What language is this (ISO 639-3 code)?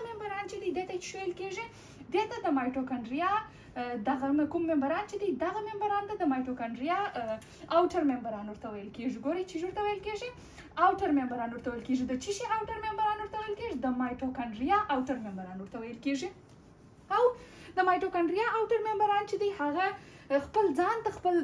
pus